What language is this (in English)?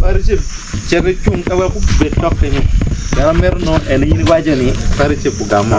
Acoli